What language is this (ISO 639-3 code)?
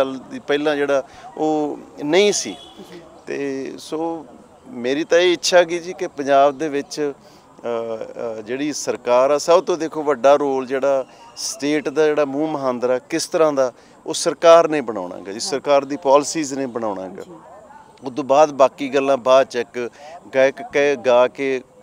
pan